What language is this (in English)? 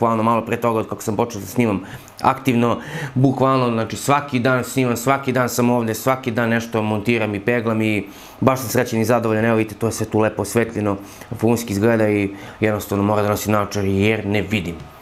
Serbian